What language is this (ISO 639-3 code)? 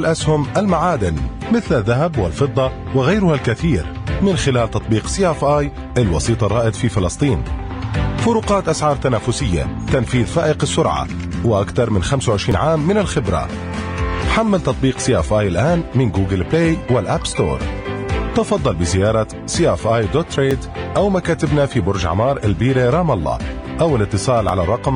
ara